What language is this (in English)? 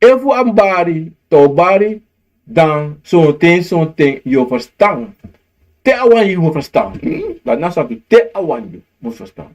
Sranan Tongo